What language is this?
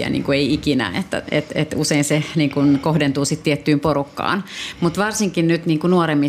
Finnish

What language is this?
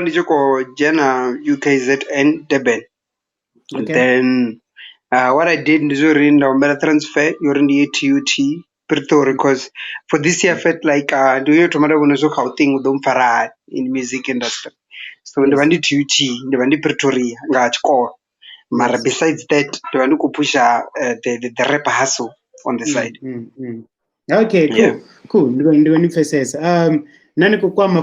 Venda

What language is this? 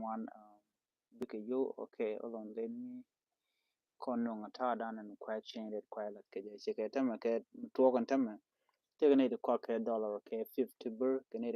Nuer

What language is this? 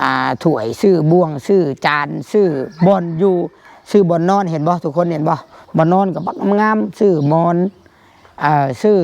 Northeastern Thai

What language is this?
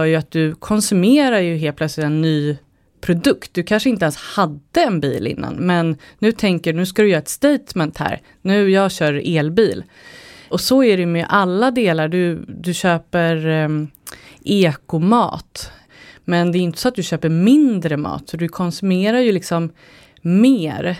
Swedish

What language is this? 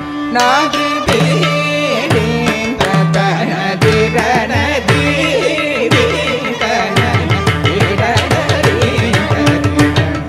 Tamil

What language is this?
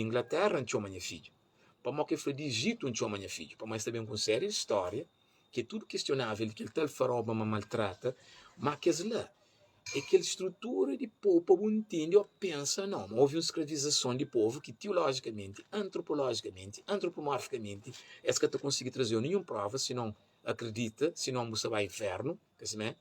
Kabuverdianu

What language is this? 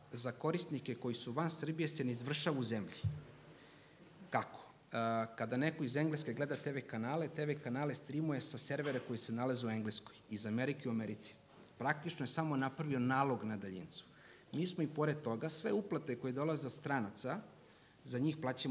Serbian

